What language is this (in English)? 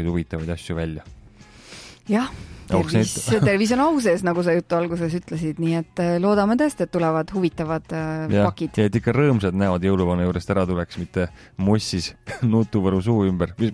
Estonian